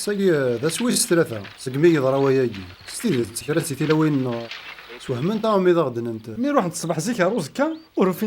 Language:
Kabyle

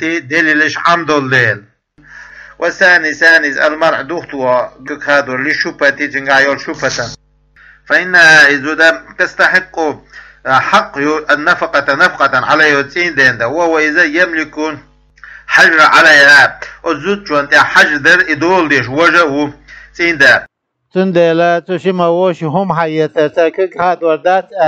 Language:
Chechen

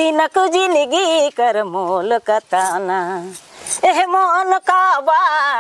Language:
Sadri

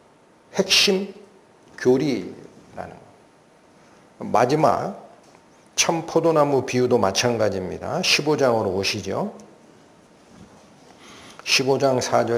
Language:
Korean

